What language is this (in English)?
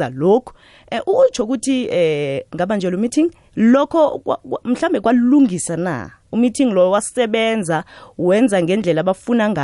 South Ndebele